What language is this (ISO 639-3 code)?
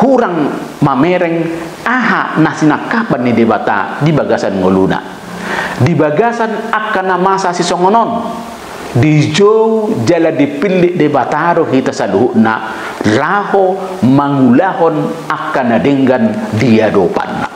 bbc